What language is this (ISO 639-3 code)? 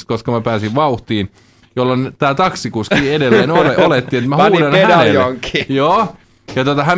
fin